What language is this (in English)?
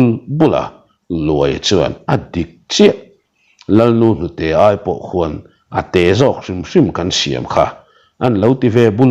Mizo